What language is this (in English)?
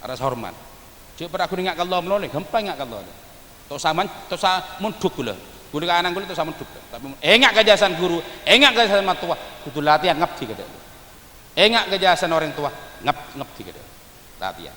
Madurese